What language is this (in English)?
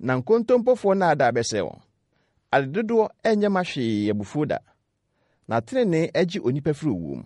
Akan